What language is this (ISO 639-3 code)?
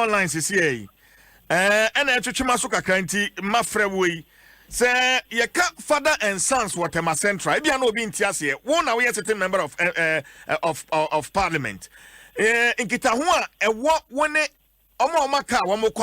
aka